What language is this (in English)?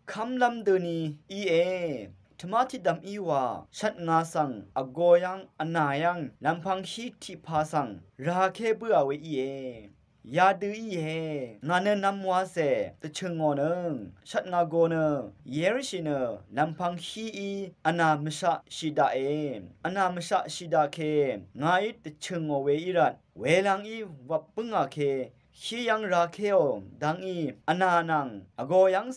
Rawang